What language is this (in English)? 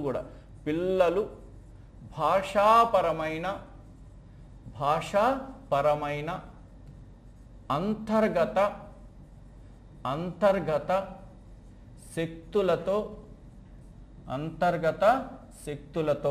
Telugu